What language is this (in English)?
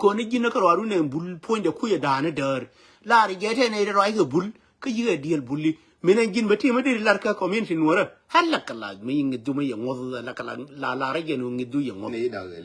Nuer